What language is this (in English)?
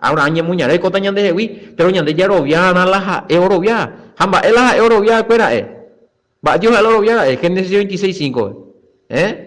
Guarani